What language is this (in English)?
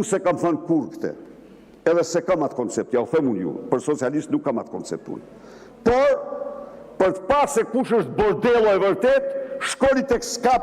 Albanian